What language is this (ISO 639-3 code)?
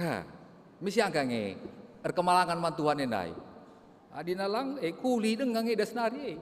btx